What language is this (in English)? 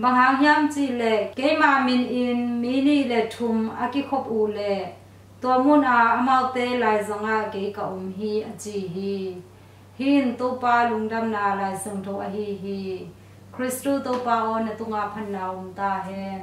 Tedim Chin